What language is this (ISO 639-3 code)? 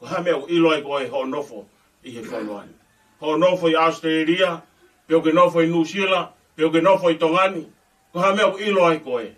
ton